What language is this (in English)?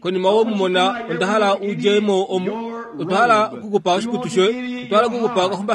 Kuanyama